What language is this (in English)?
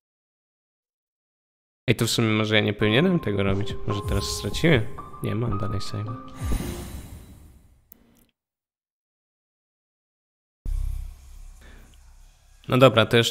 Polish